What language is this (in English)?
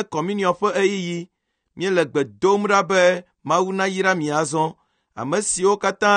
Ewe